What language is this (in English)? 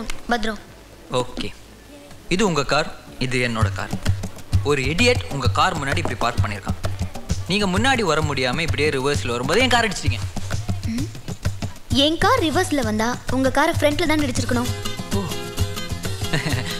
Tamil